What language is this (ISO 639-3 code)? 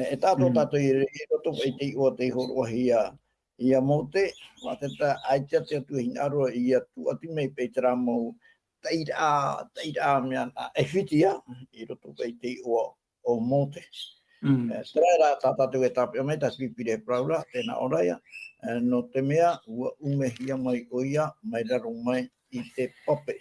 tah